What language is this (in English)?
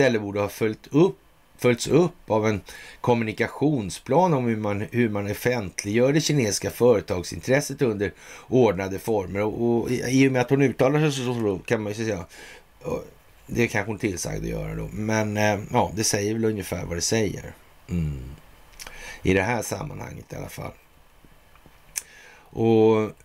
Swedish